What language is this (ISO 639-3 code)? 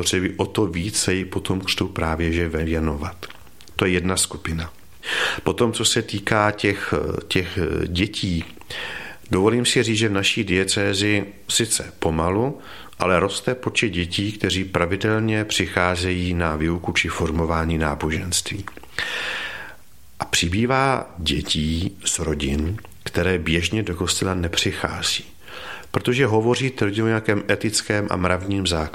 ces